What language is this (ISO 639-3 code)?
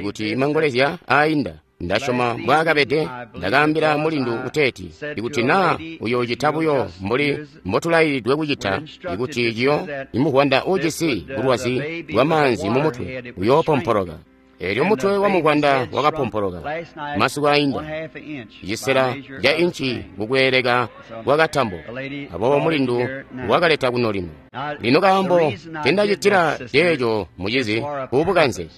toi